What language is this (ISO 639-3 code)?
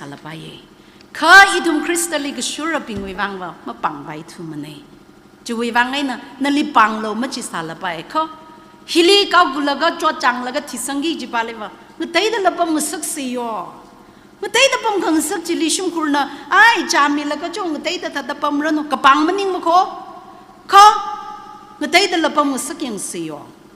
nmf